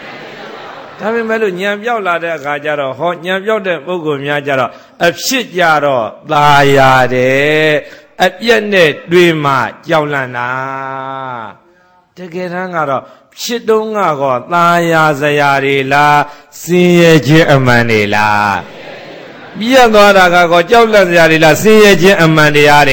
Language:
Burmese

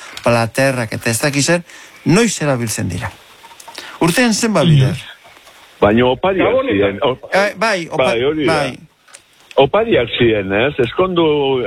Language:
Basque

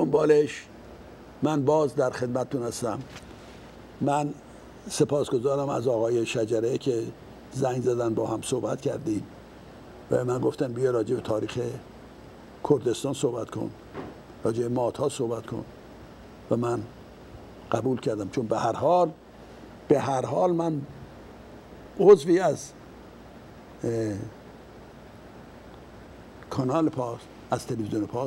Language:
Persian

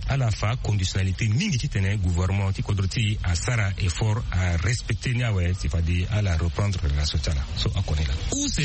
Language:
Sango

